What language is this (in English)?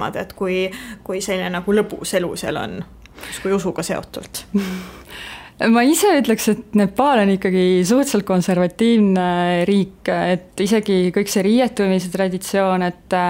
Estonian